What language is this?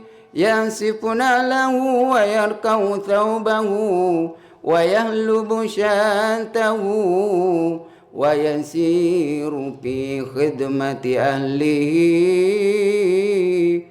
Buginese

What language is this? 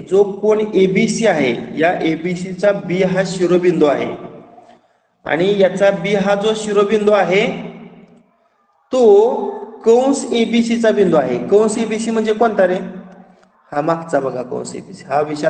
Marathi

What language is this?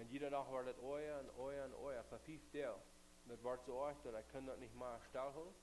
Plautdietsch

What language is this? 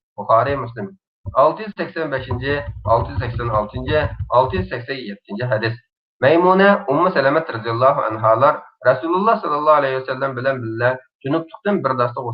Uyghur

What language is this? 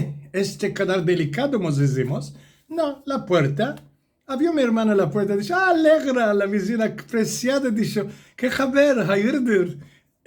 Ladino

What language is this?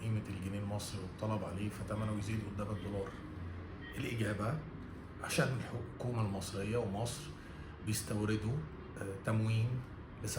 Egyptian Arabic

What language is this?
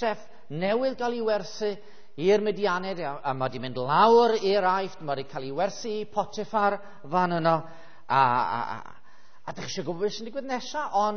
Welsh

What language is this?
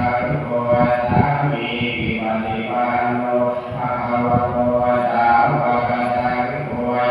Pali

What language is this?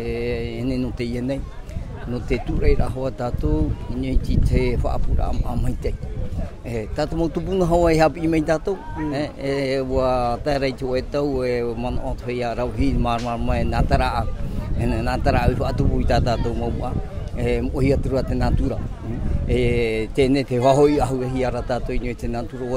Tahitian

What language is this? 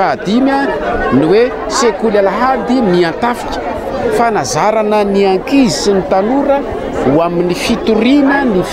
Malagasy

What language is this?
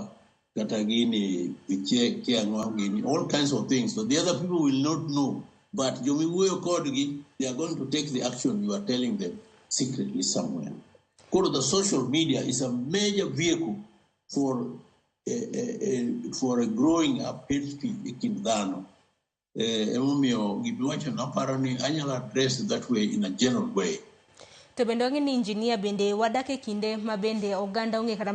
Luo (Kenya and Tanzania)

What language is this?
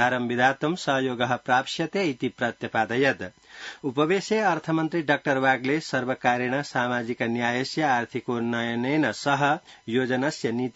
Sanskrit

